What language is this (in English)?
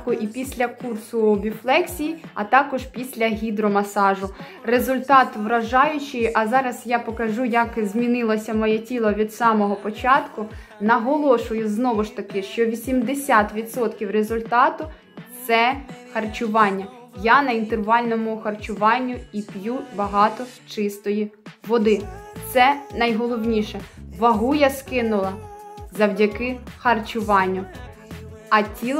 Ukrainian